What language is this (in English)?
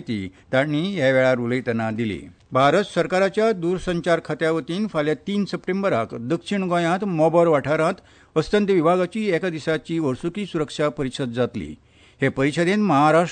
Konkani